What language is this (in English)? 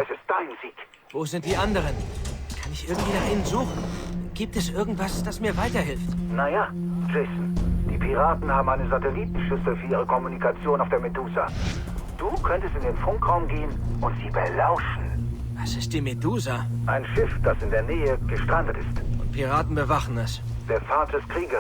Bavarian